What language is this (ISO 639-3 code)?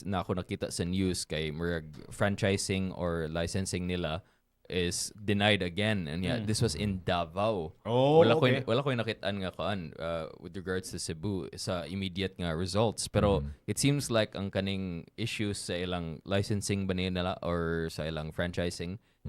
ceb